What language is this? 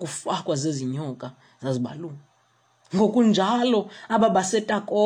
Xhosa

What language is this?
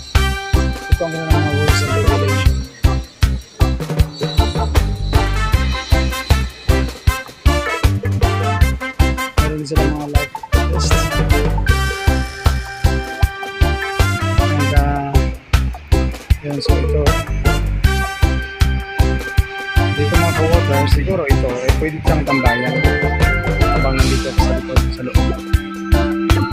Filipino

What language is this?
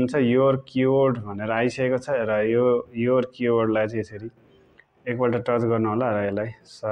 Nepali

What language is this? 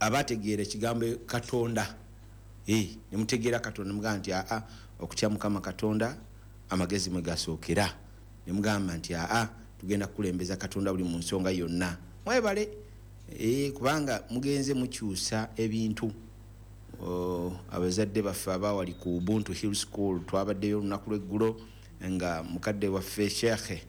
Ganda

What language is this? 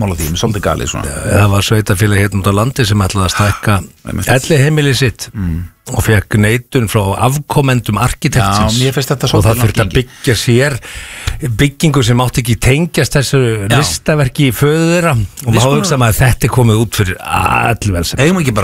Icelandic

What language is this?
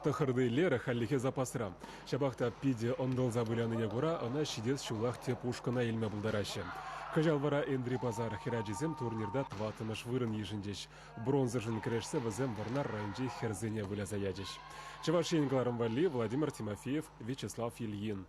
Chuvash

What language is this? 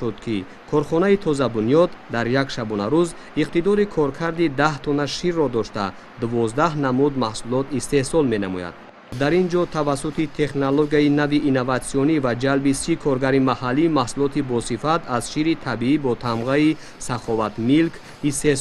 Tajik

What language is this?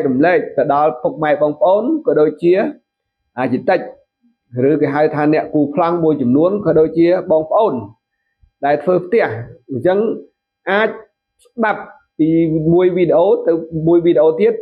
Khmer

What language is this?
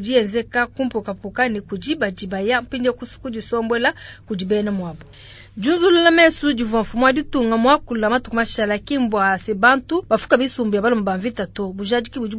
Luba-Lulua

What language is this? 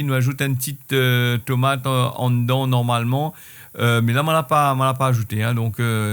Réunion Creole French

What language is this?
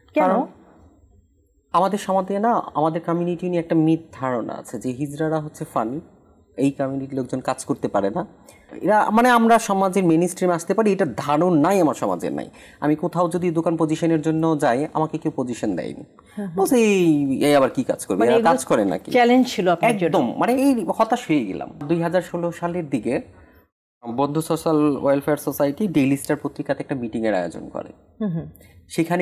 Bangla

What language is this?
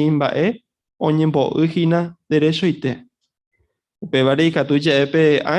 Guarani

